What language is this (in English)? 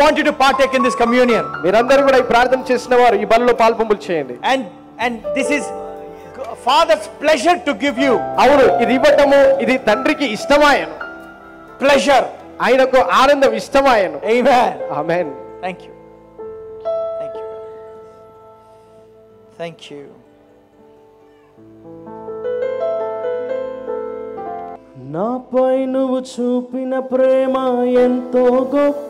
Telugu